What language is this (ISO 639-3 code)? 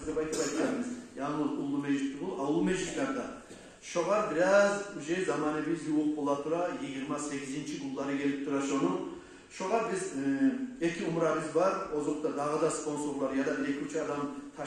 kum